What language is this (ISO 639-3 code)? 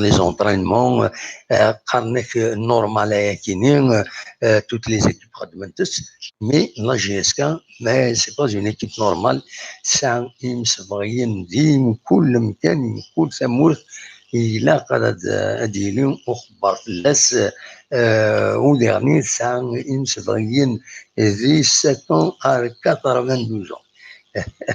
kab